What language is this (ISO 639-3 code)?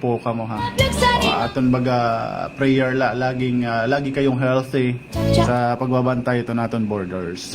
war